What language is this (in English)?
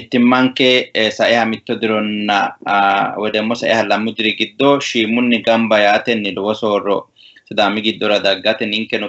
Sidamo